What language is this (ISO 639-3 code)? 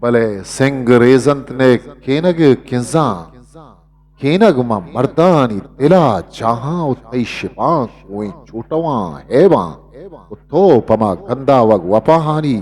bgp